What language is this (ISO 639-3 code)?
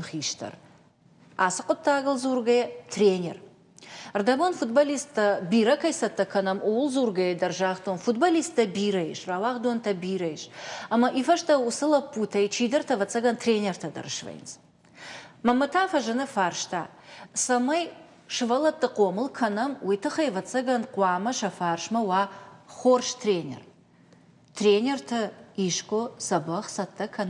oss